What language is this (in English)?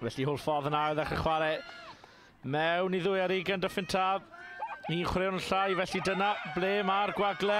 Welsh